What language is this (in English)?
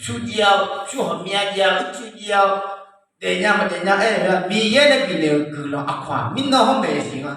Akha